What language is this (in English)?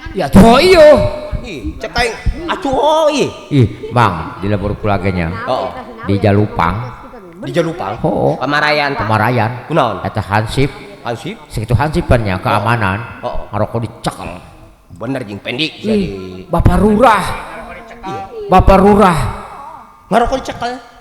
Sundanese